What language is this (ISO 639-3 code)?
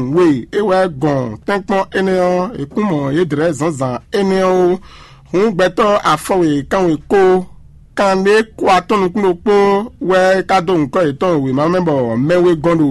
fon